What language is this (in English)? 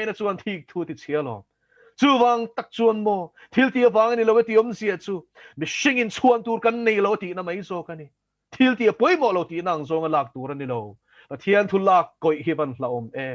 Mizo